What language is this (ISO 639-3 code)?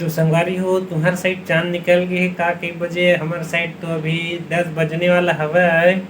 hne